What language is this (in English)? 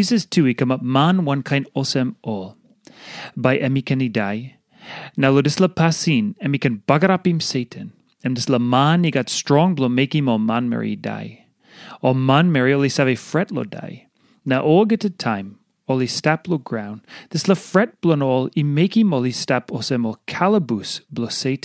Tok Pisin